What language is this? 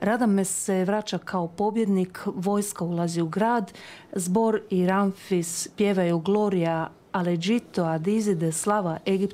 Croatian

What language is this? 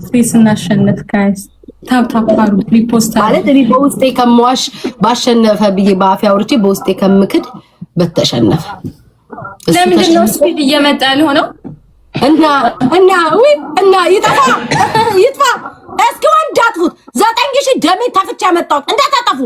Amharic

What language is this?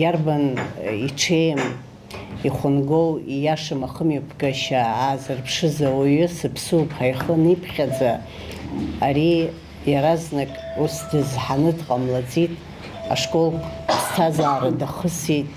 Abkhazian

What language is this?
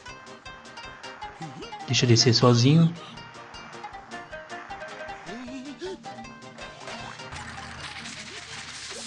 Portuguese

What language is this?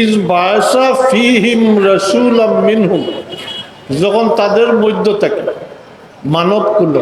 Sylheti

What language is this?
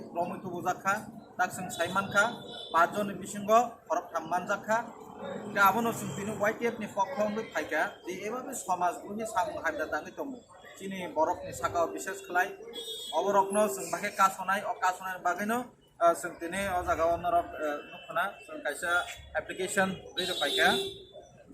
Kok Borok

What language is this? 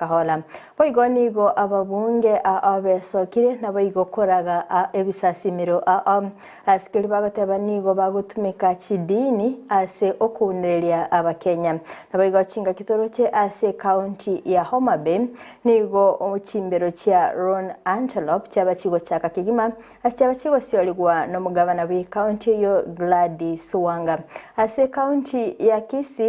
Gusii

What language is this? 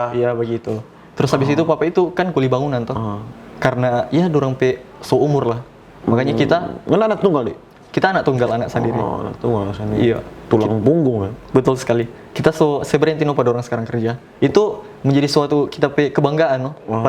Manado Malay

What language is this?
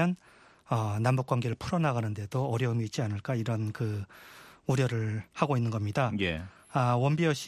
Korean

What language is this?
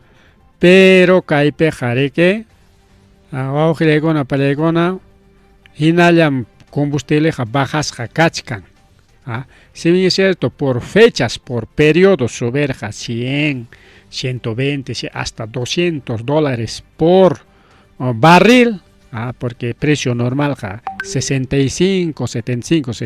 Ayacucho Quechua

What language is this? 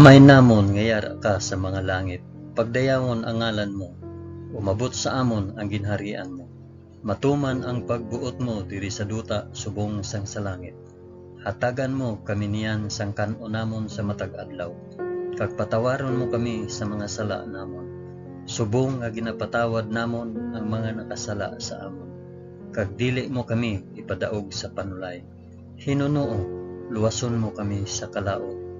Hiligaynon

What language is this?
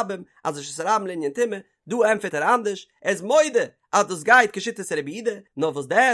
Yiddish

